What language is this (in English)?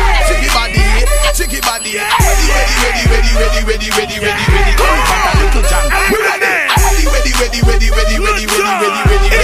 English